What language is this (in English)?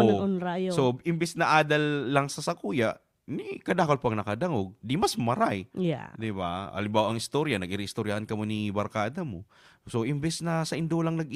Bikol